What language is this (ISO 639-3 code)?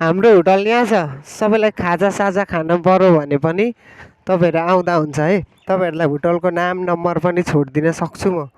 nep